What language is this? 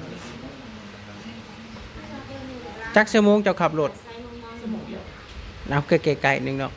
Northeastern Thai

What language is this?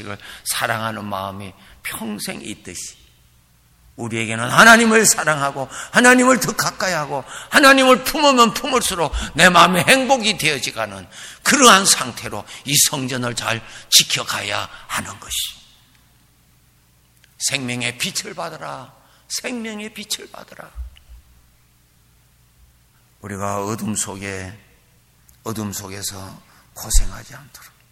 Korean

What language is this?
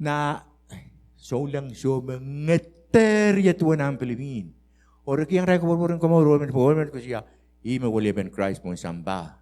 Pohnpeian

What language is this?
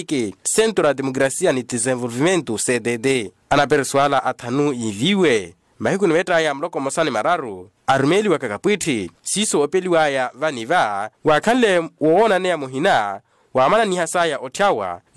Makhuwa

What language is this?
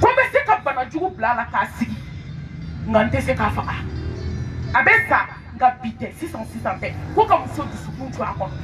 Bambara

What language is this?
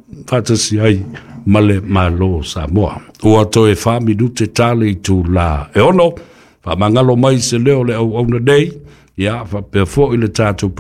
Samoan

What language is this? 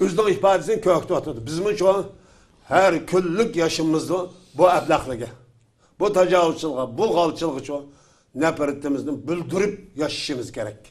Uyghur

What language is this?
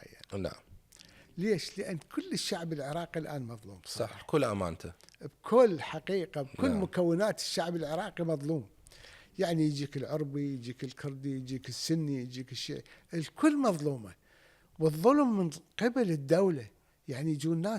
Mesopotamian Arabic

